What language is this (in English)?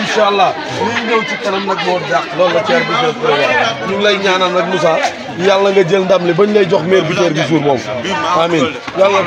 Wolof